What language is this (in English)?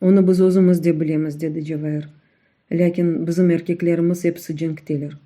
Crimean Tatar